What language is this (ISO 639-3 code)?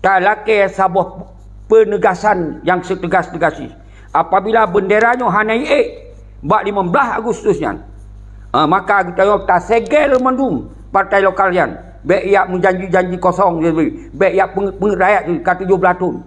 ace